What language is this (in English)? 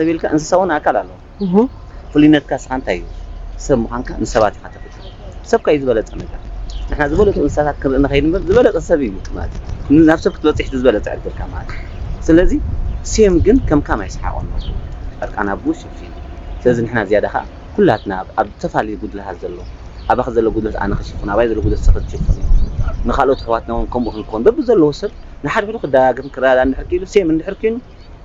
Tigrinya